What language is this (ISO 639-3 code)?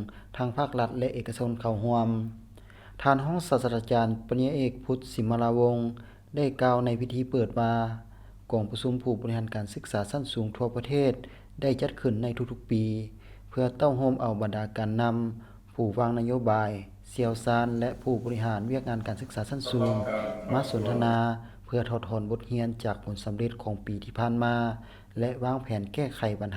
lao